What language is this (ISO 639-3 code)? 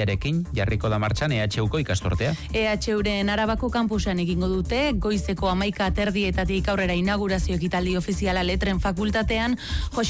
eus